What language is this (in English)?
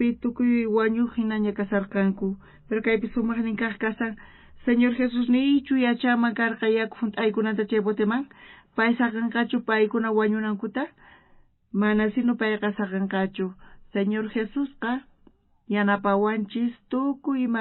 South Bolivian Quechua